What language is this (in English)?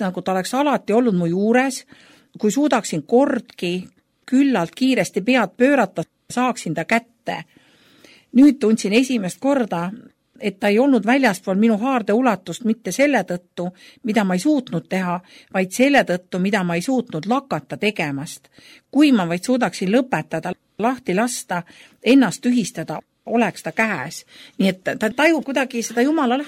Estonian